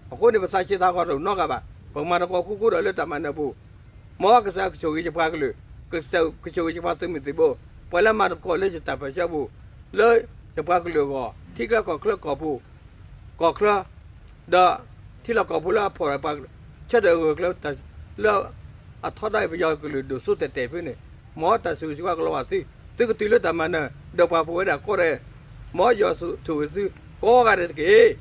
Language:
S'gaw Karen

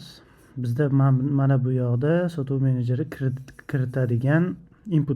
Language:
Uzbek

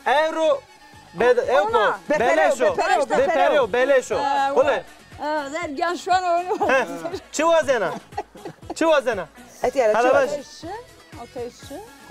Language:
Zaza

